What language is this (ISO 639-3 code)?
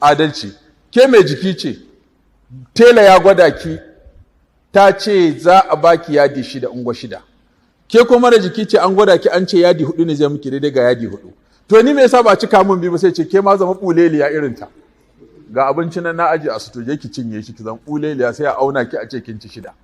hau